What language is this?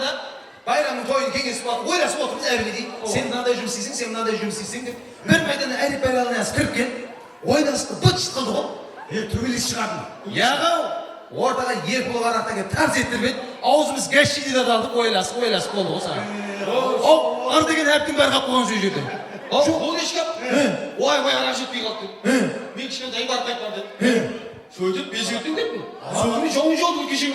Kara-Kalpak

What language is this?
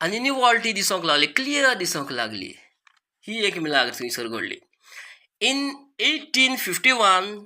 Konkani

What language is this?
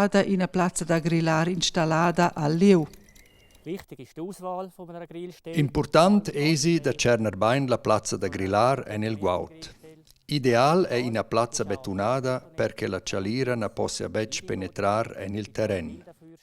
Romansh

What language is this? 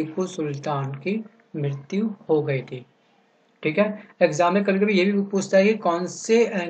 Hindi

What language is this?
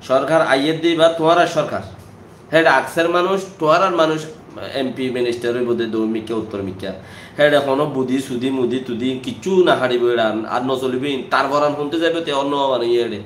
Rohingya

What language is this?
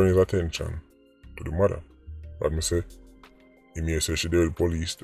Jamaican Creole English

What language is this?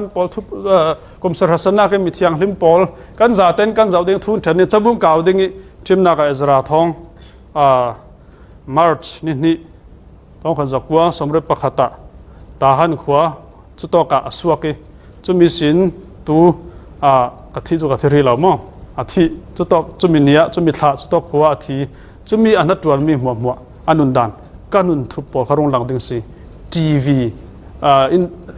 Falam Chin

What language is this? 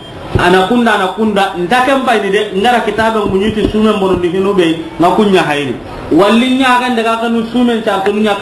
Soninke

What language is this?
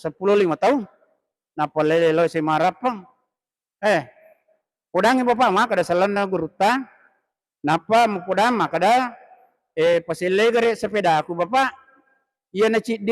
Buginese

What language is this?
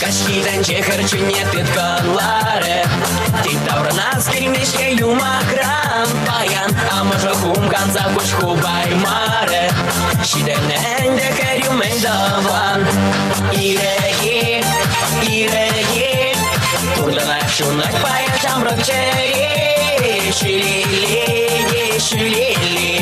Chuvash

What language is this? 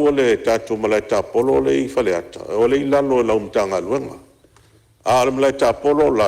Samoan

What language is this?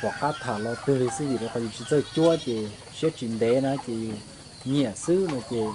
Hmong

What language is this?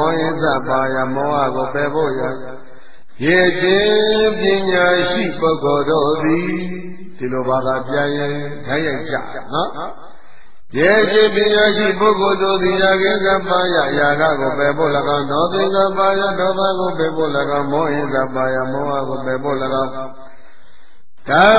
Burmese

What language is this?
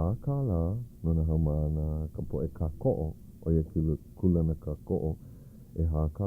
Hawaiian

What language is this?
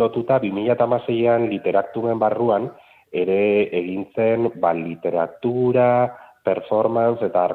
Basque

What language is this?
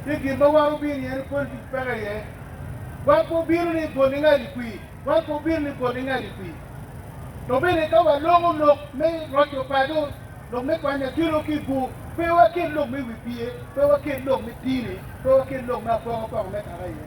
Acoli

